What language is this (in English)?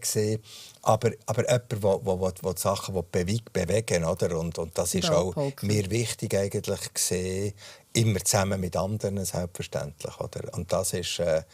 Swiss German